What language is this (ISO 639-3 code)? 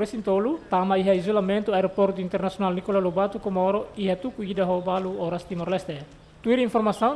tet